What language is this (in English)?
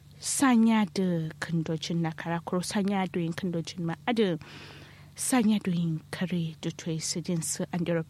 Kanuri